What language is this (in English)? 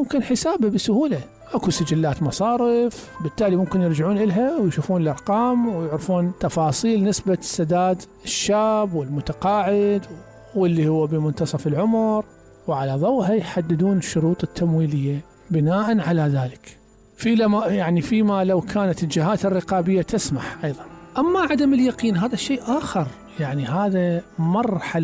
Mesopotamian Arabic